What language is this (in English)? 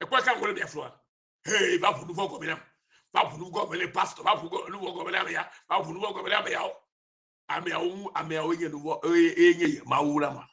Ewe